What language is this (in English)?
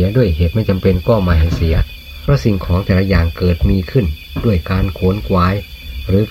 Thai